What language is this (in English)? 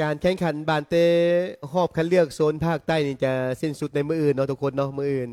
Lao